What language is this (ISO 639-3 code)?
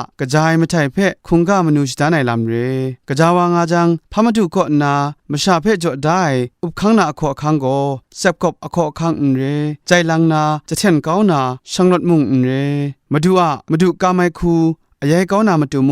kac